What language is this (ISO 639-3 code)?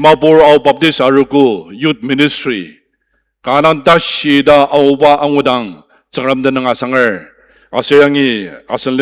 njo